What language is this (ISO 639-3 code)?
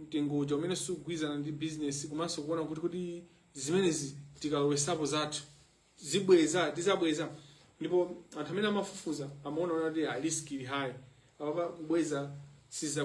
nya